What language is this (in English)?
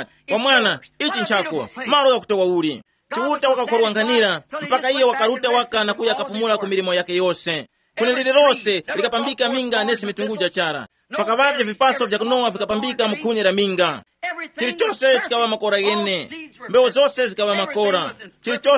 Tumbuka